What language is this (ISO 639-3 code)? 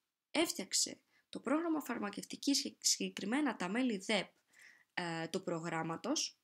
ell